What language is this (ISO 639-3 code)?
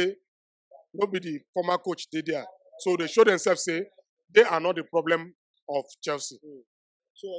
pcm